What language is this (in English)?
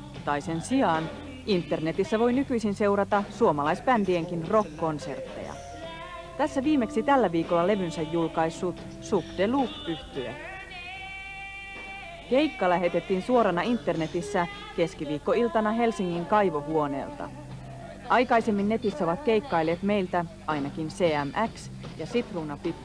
Finnish